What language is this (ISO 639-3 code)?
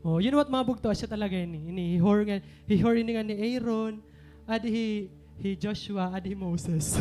war